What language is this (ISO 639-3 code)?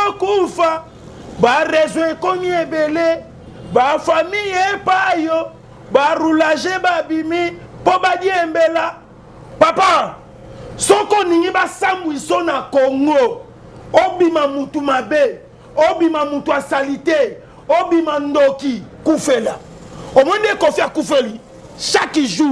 lin